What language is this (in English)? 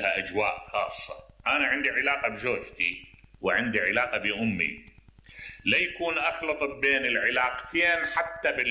Mesopotamian Arabic